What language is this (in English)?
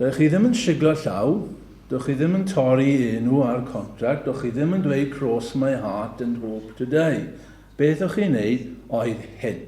Welsh